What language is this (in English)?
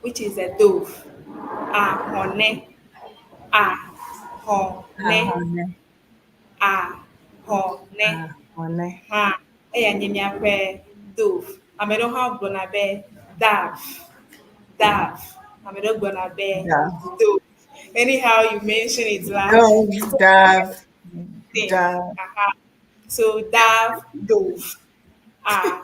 Ewe